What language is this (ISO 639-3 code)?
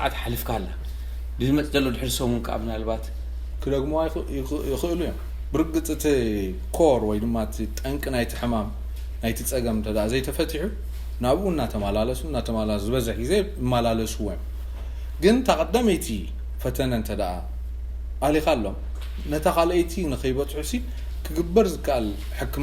tir